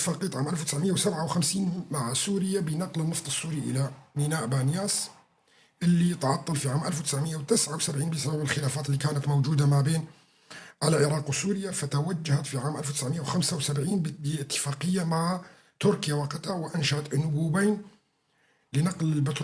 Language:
North Levantine Arabic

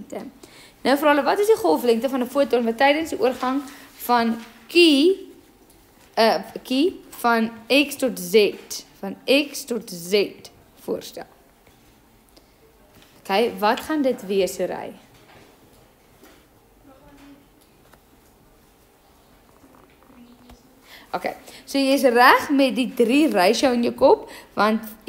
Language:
Afrikaans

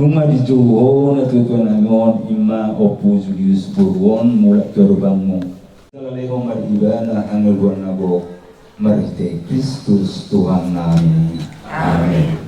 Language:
Batak Toba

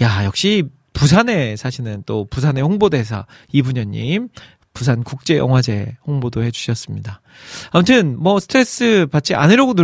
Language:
Korean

